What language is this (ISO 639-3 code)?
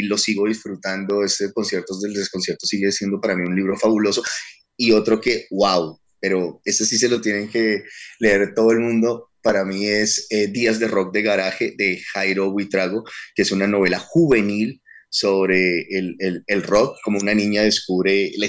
spa